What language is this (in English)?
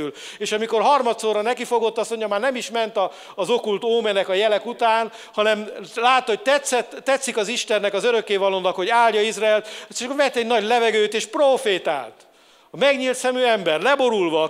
Hungarian